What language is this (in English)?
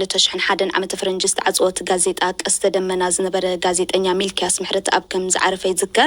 Tigrinya